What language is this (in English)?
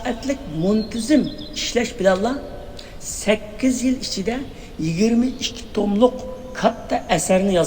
Uyghur